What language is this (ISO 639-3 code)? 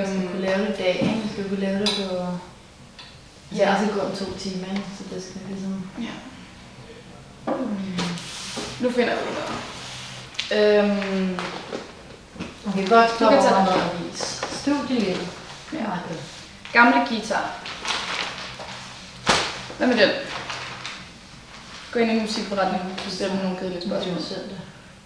dan